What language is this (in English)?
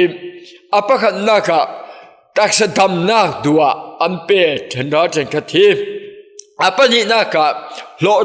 Falam Chin